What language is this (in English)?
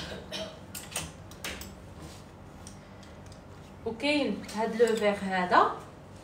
Moroccan Arabic